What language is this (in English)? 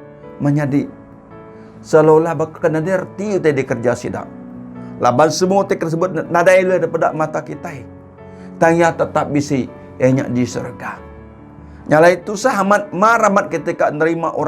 Iban